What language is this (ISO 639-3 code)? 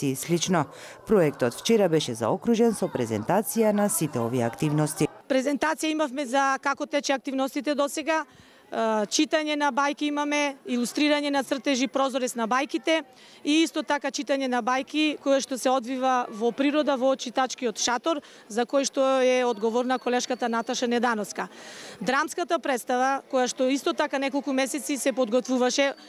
mkd